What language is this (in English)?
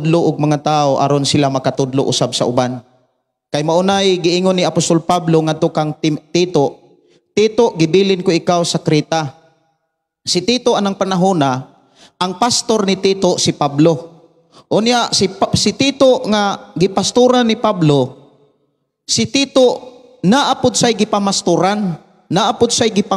Cebuano